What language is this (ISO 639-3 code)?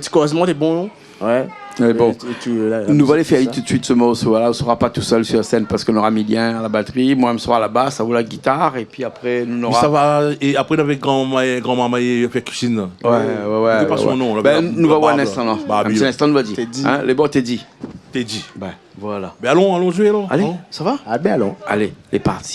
rcf